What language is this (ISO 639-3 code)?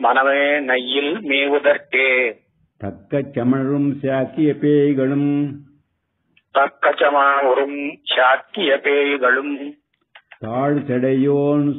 tam